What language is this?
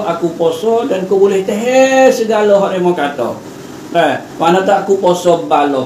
Malay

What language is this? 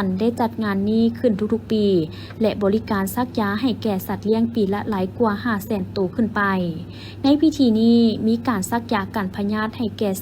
Lao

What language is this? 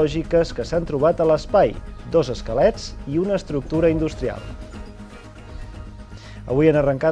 Catalan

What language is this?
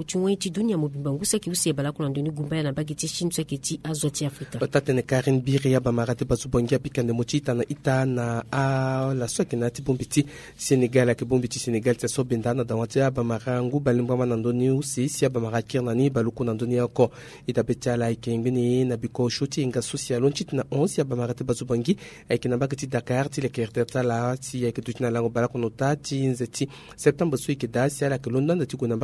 Sango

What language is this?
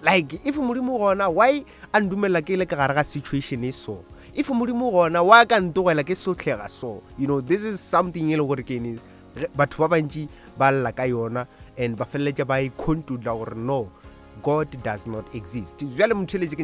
Northern Sotho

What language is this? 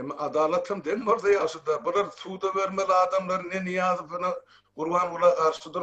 Turkmen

